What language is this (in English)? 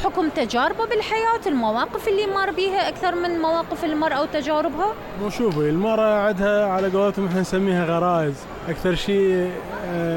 Mesopotamian Arabic